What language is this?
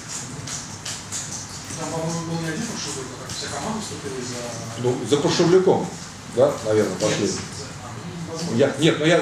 Russian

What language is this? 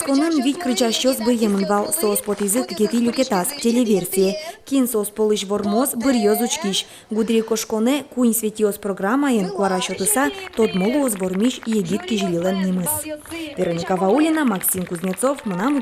Udmurt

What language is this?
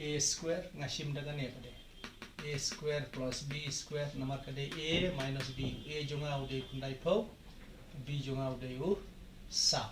Khasi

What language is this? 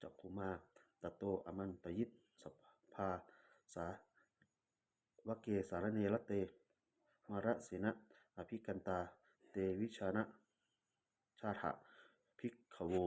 Pali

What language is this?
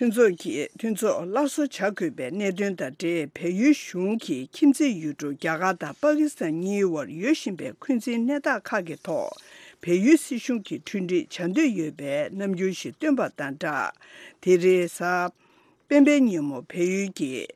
Tibetan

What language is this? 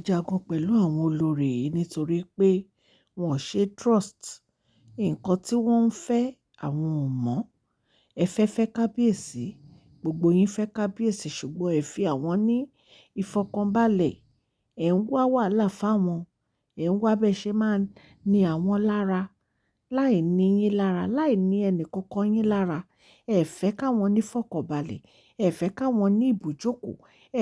Yoruba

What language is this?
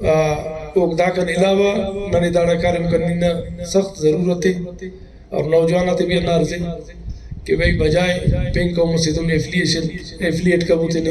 Brahui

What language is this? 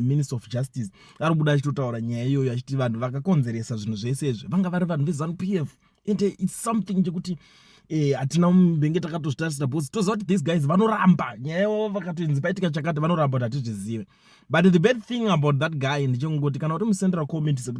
Shona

